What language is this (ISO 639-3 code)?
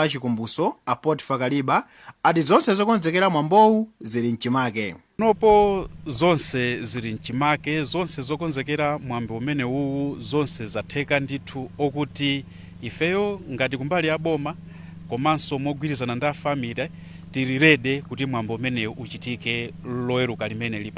nya